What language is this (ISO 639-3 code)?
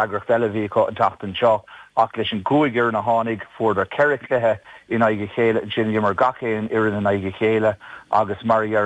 gle